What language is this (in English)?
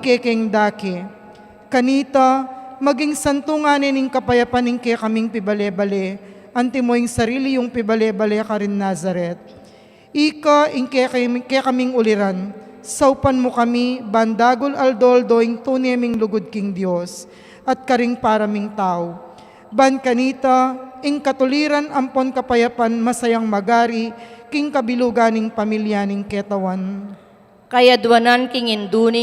Pampanga